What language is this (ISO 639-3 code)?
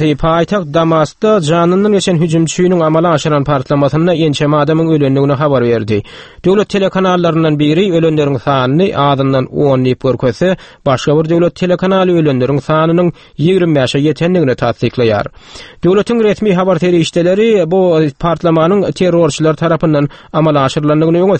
tuk